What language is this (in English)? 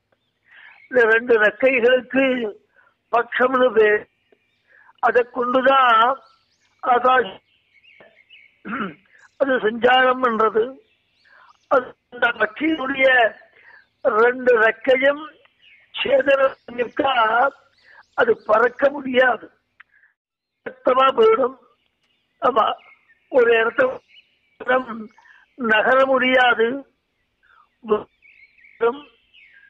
Tamil